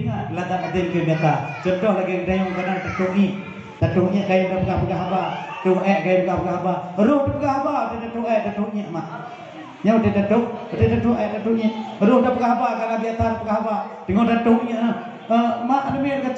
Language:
Achinese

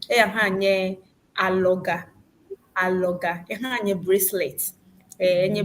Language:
Ewe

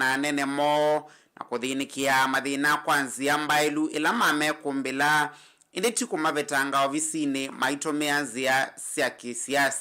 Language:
Kamba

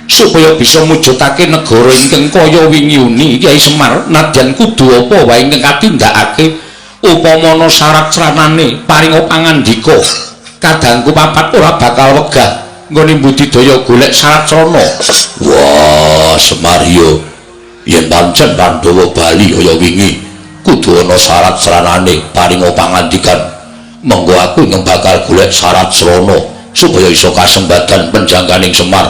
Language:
Javanese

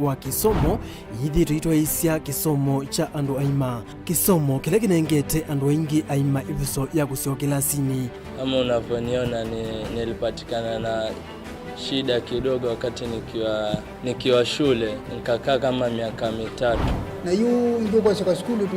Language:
Kamba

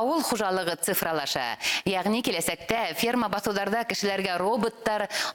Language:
Bashkir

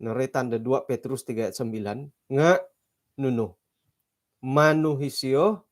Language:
Central Dusun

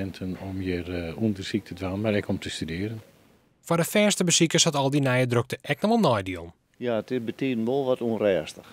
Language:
Western Frisian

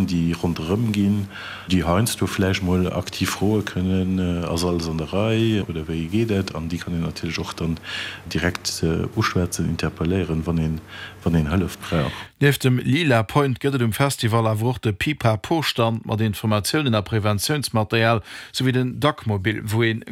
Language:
Luxembourgish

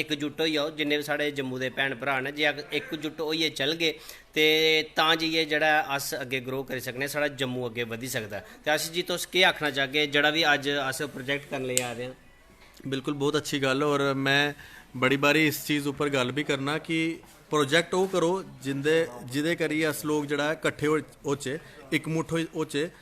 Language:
Dogri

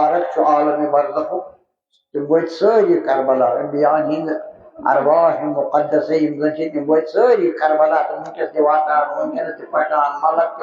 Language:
Kashmiri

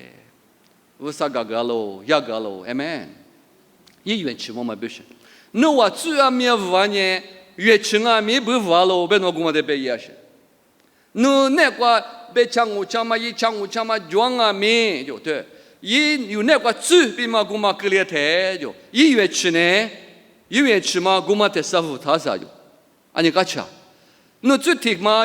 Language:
Lisu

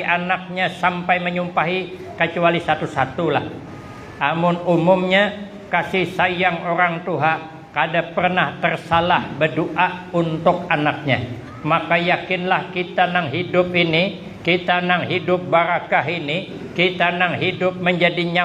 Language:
Banjar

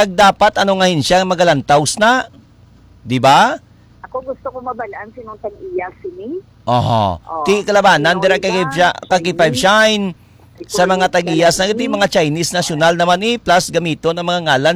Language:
Hiligaynon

